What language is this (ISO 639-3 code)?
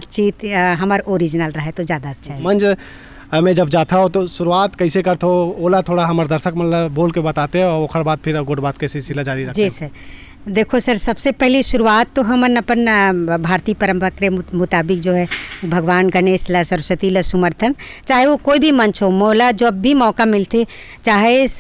hne